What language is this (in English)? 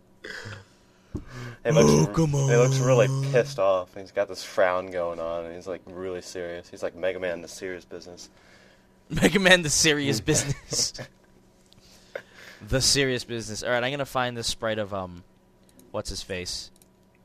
English